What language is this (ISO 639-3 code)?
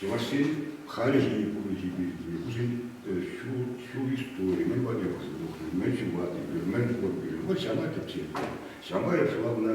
chv